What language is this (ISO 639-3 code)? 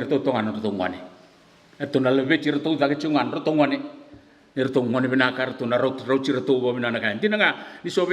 fij